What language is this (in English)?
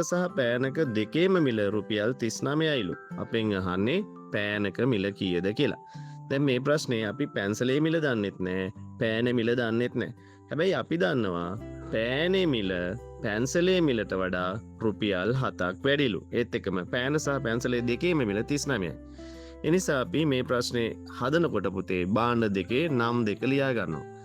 Sinhala